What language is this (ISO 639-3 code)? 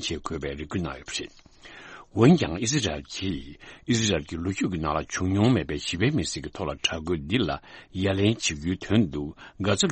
bod